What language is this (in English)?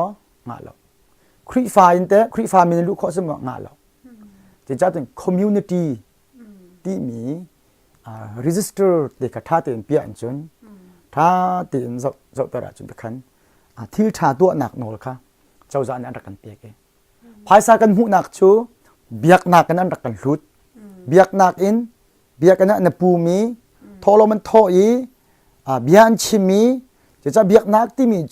Hakha Chin